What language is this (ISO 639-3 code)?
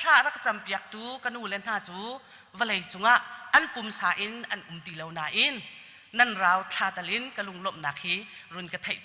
cnh